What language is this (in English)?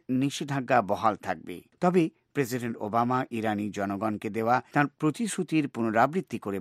Bangla